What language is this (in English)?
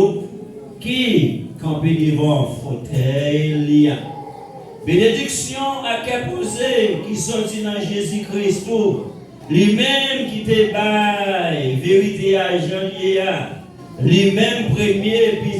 Haitian Creole